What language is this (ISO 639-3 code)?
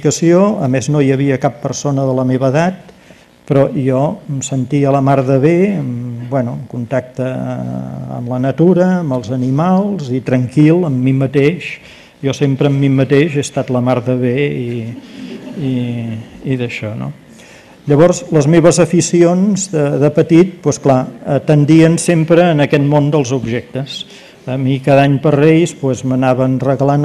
cat